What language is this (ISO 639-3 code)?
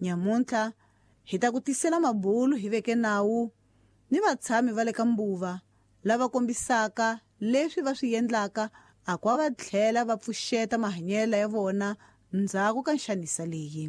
tso